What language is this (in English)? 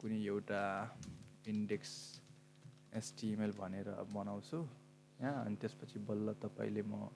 Nepali